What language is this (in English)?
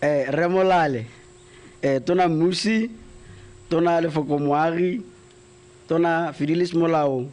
Tswana